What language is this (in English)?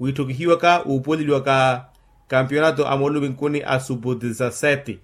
Makhuwa